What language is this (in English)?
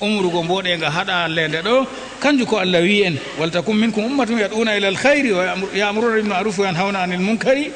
Fula